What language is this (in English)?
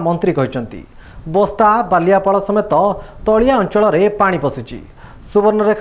Odia